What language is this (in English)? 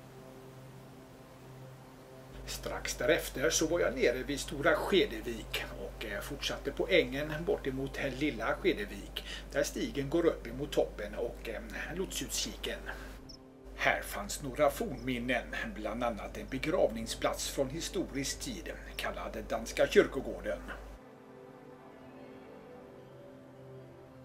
Swedish